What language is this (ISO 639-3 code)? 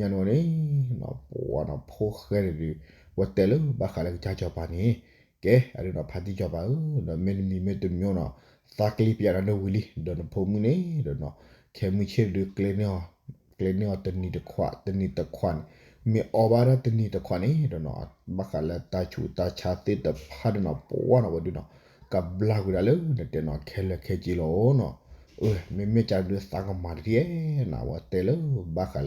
ksw